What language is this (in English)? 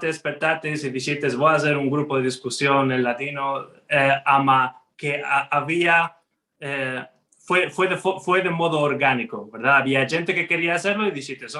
Ladino